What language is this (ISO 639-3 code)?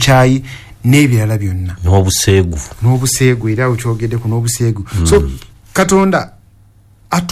lug